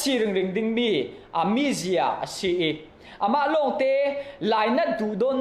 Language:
Falam Chin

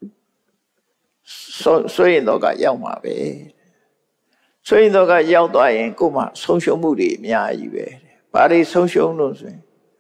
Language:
Burmese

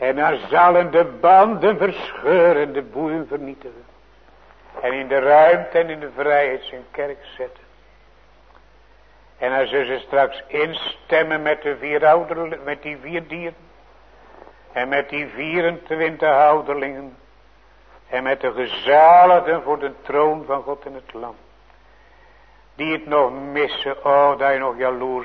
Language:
Dutch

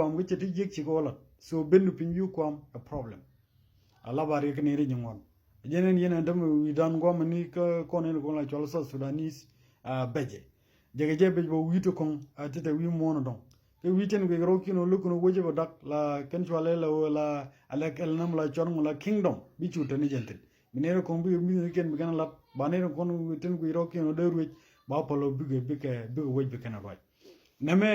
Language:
Nuer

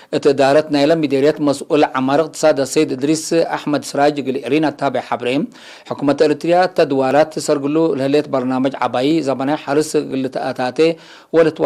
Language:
Tigre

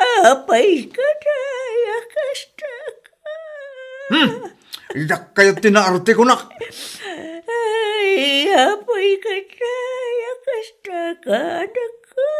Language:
Iloko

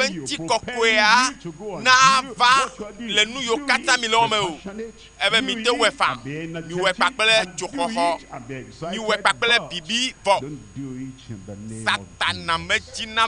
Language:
Ewe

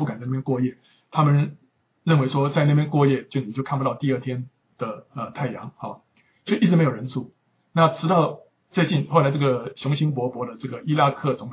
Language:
Chinese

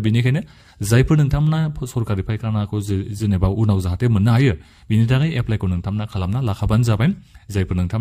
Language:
Bodo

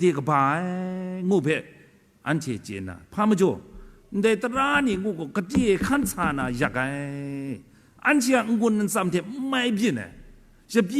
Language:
Kachin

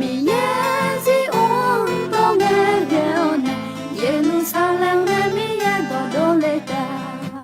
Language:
Akha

